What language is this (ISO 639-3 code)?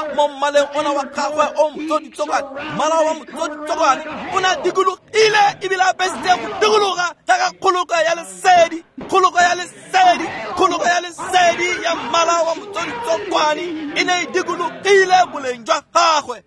tsn